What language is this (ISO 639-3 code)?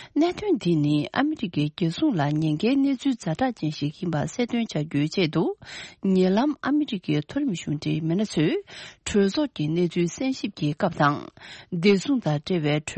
bod